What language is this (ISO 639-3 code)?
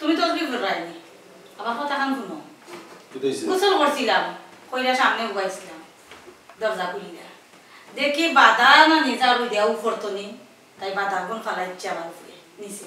syl